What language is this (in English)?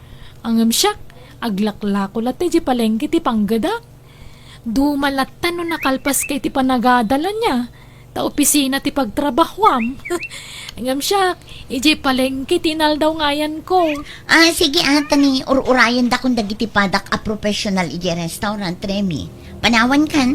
Iloko